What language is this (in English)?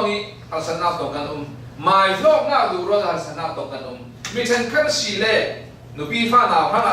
Falam Chin